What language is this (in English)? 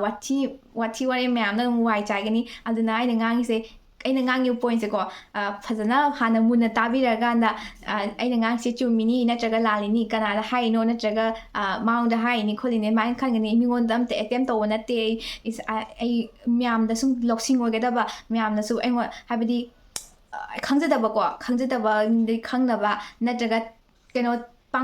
Manipuri